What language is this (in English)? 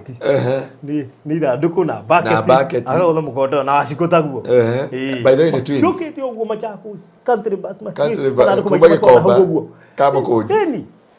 Kikuyu